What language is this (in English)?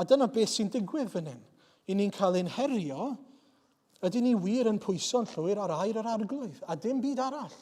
Welsh